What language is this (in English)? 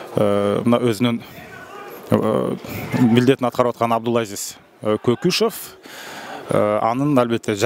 Kyrgyz